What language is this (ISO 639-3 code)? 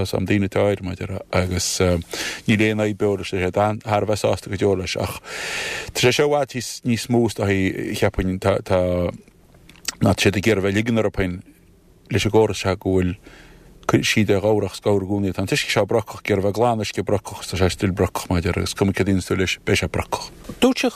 gle